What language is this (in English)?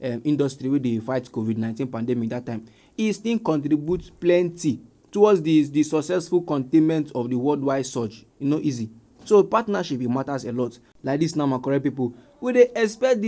Nigerian Pidgin